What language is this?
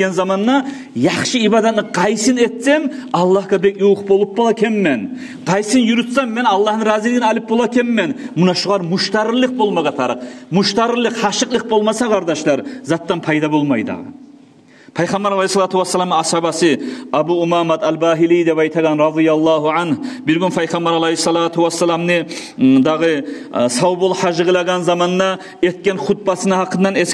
Kumyk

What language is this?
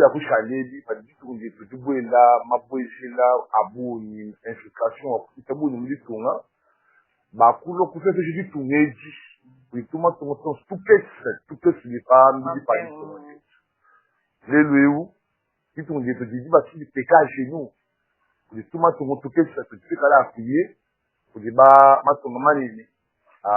Luba-Lulua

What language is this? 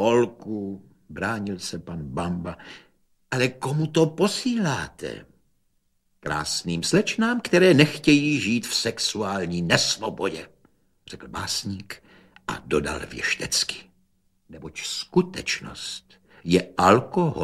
Czech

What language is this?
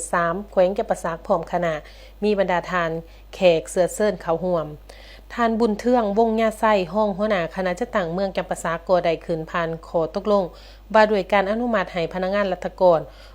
Lao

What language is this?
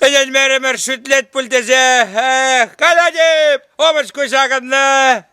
Chuvash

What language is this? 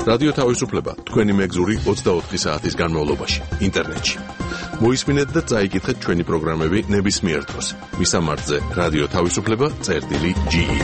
Georgian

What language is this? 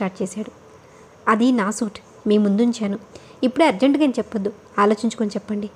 Telugu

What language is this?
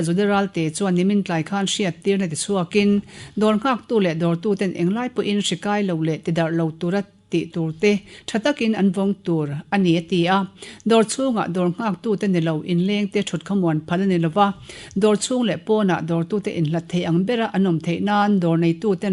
Mizo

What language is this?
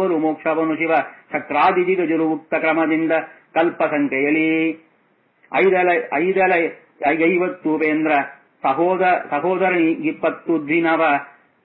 Kannada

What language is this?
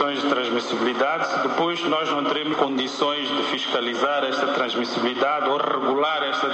Portuguese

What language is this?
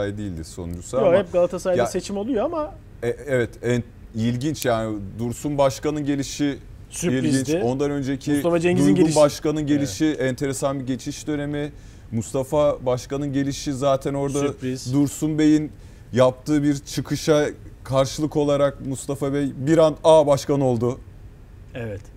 Turkish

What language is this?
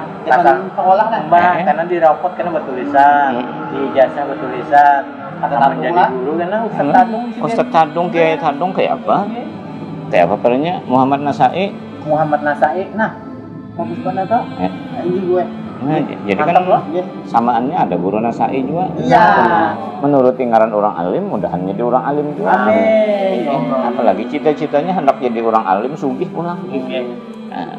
Banjar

